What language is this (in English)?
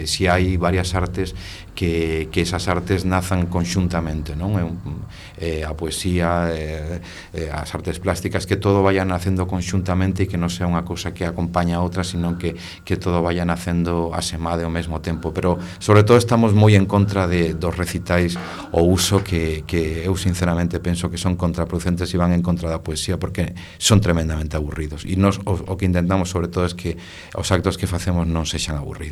Galician